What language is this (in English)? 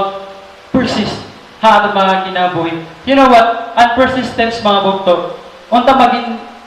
Waray